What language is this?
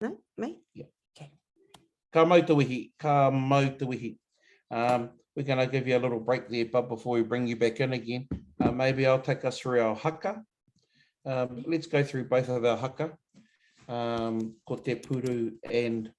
Māori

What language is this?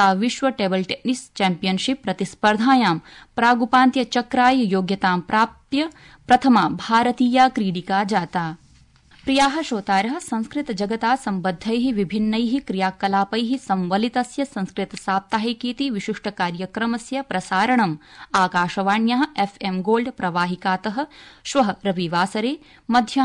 Sanskrit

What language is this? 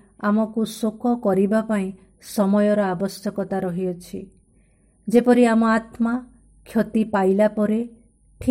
Odia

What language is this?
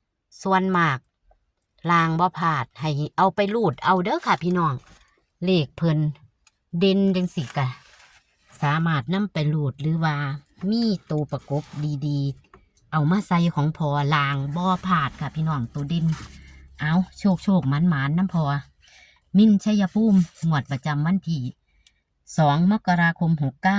Northeastern Thai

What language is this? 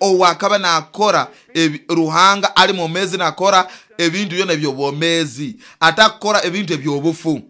Nyoro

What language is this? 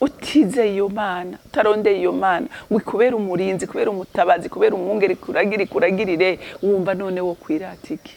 Rundi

